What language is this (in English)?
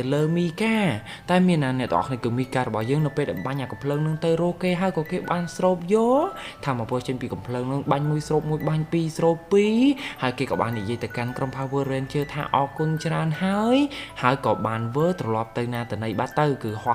Khmer